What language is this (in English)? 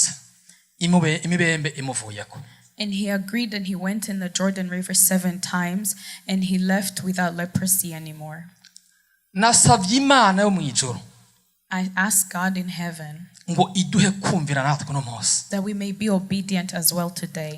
Rundi